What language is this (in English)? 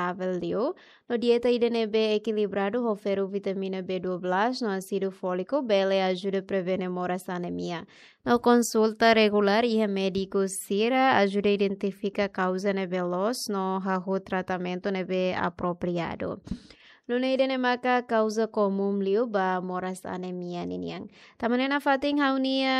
Tetum